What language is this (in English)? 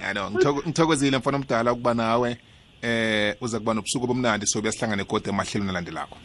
South Ndebele